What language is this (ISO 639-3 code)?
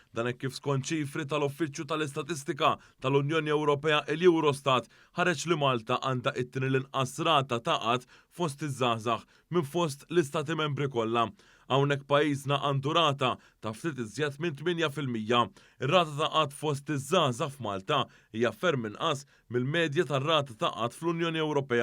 mlt